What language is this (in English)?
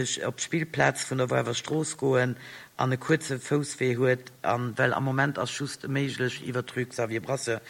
Luxembourgish